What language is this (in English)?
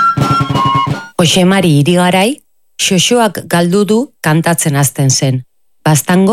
Basque